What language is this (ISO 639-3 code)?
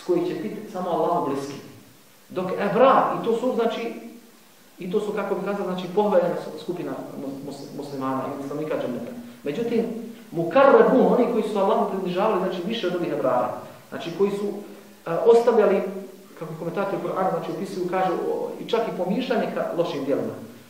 bos